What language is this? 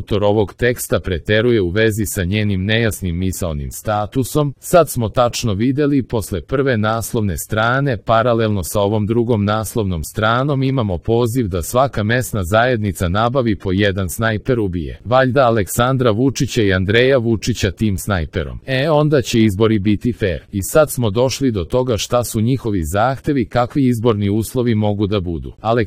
Serbian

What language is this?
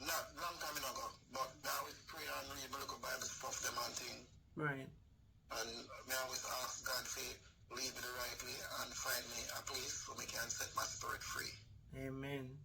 Jamaican Creole English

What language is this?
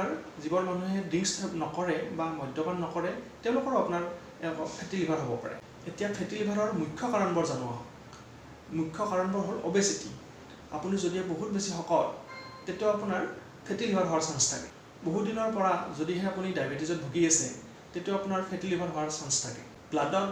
Assamese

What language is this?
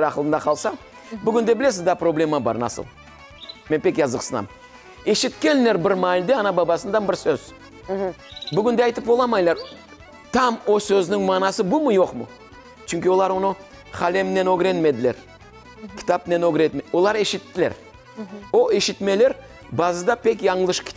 Crimean Tatar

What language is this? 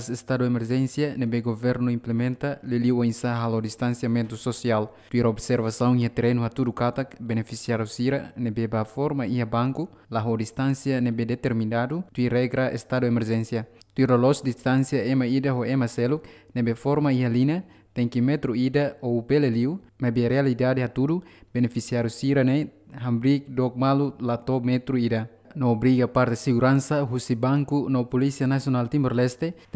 Tetum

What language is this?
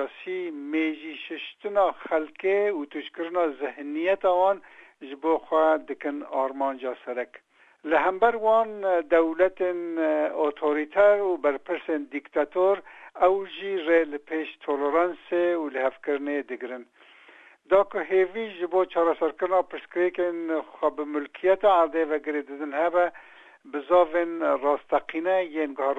Kurdish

